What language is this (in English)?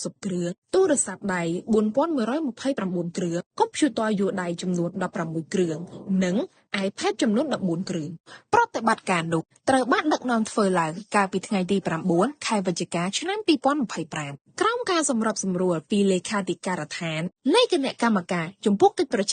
Khmer